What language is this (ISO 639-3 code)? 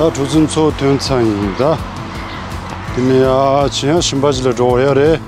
bod